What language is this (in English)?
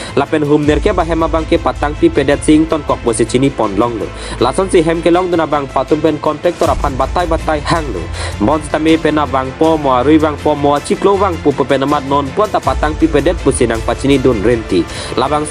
Karbi